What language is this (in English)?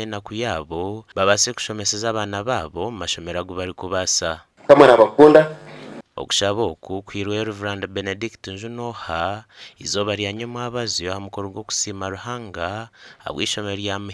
Nyankole